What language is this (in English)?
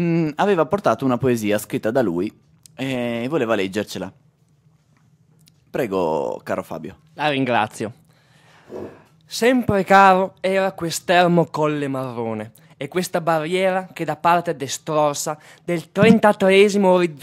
Italian